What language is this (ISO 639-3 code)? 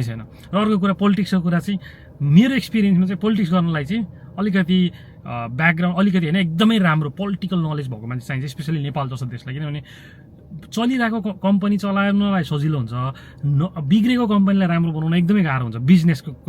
nep